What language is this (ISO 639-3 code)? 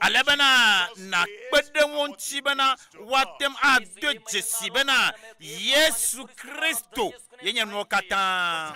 ewe